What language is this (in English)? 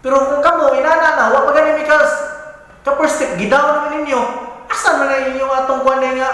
Cebuano